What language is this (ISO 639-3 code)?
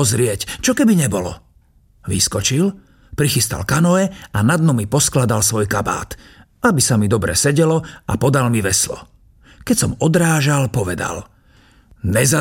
slk